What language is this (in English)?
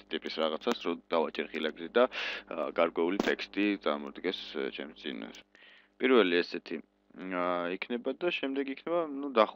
Georgian